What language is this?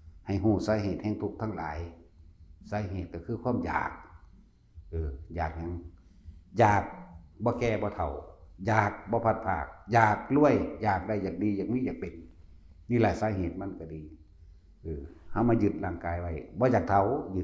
Northeastern Thai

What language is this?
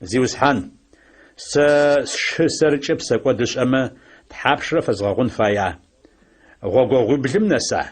Adyghe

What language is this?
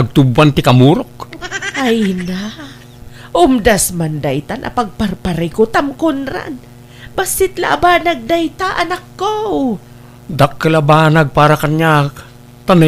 Iloko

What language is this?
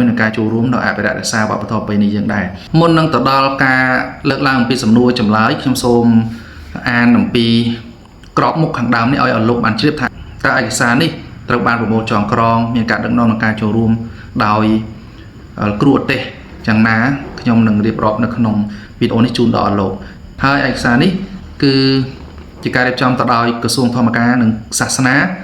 Khmer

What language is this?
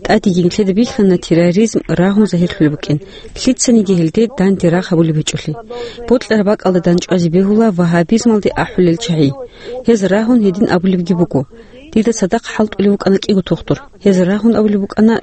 Avaric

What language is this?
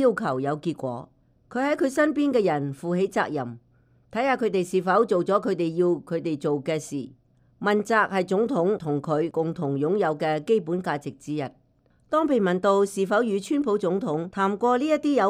Cantonese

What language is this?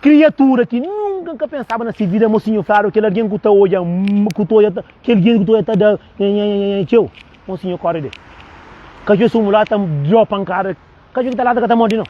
Kabuverdianu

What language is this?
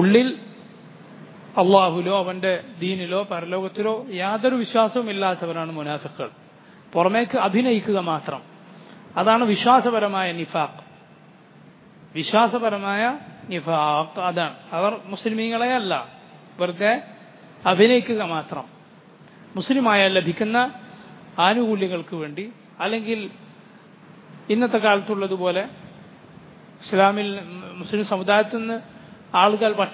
Malayalam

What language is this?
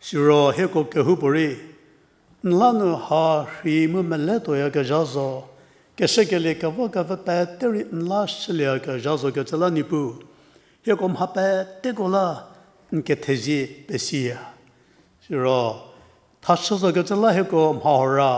Angami Naga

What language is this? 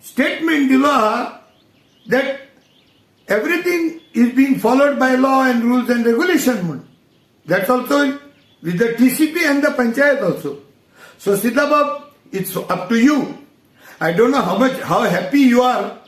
Konkani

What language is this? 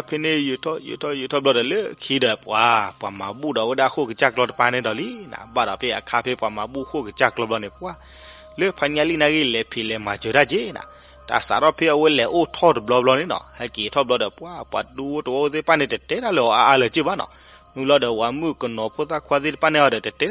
S'gaw Karen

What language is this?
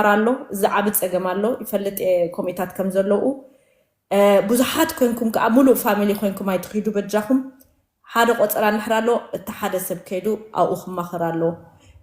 Tigrinya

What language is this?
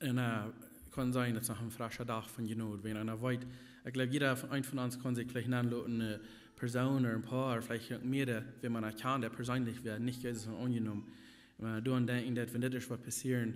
Plautdietsch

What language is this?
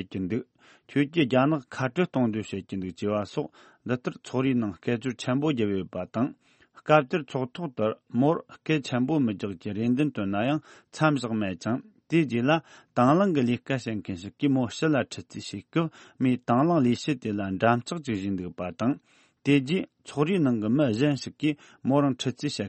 Tibetan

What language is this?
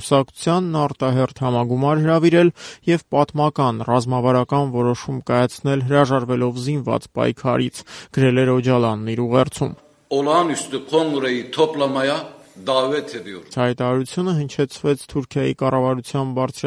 Armenian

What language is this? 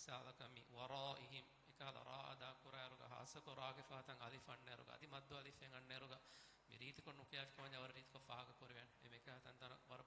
Divehi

